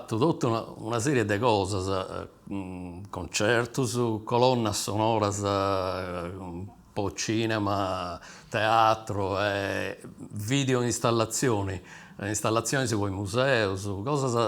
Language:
Sardinian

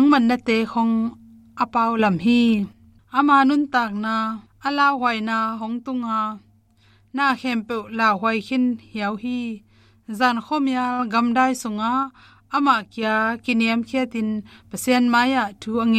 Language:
Tedim Chin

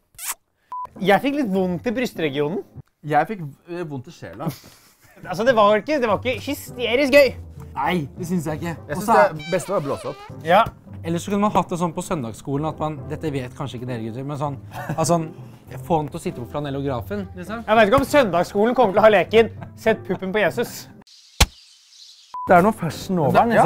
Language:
Norwegian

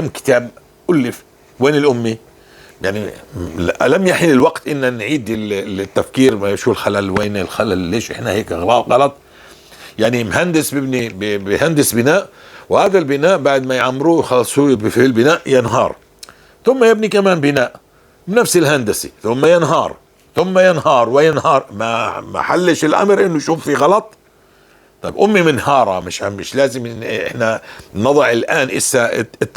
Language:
North Levantine Arabic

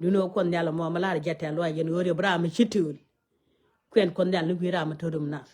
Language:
Nuer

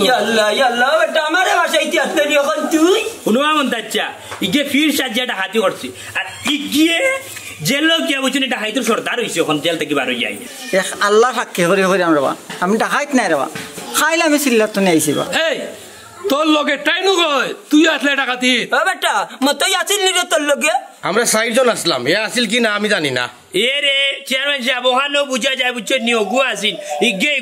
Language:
Sylheti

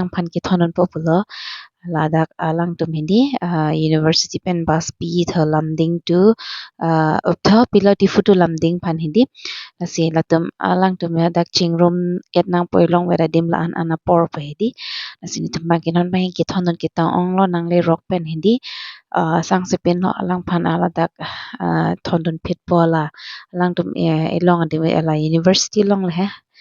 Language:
Karbi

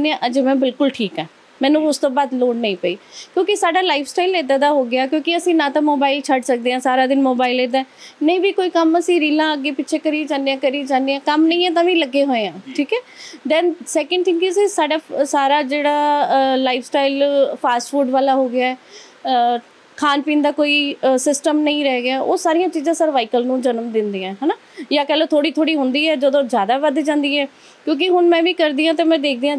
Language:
Punjabi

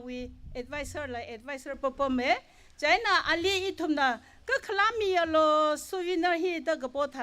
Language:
Tangkhul Naga (India)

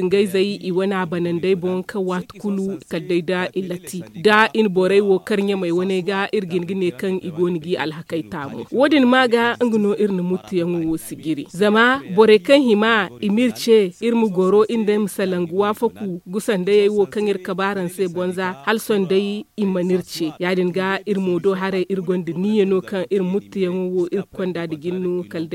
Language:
Zarma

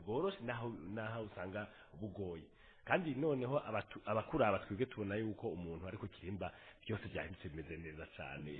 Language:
Rundi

